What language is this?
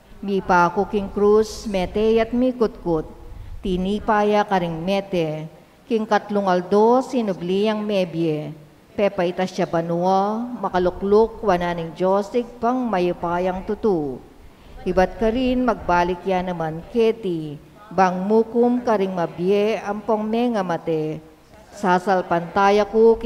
Pampanga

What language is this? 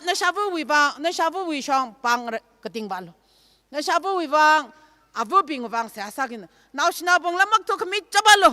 Tangkhul Naga (India)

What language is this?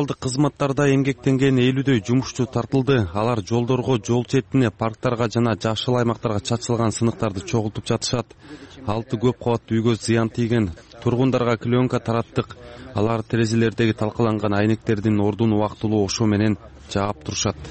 Kyrgyz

